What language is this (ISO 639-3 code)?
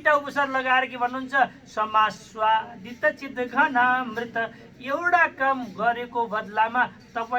nep